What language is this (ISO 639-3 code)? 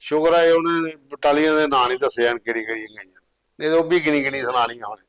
doi